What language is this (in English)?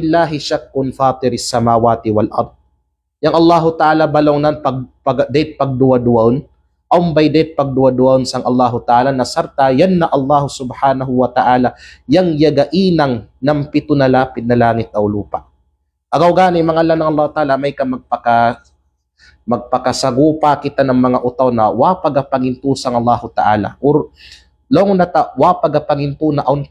Kalagan